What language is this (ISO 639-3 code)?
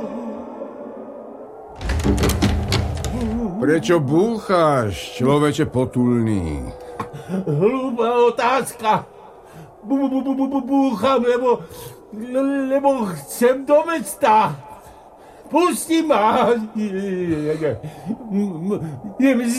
slk